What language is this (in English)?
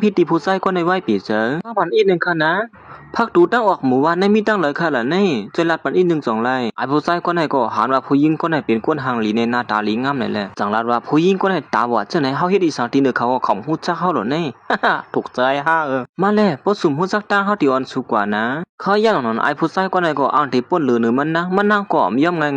Shan